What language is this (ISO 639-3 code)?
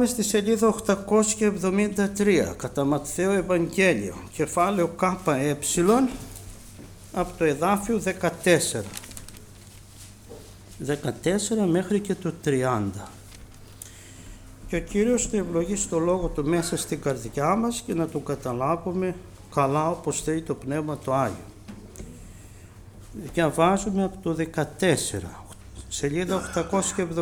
ell